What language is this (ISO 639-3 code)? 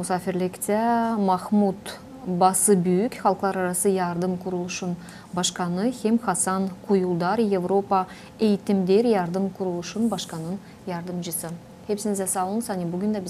gag